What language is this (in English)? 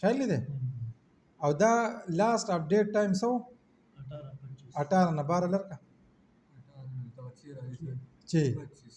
Pashto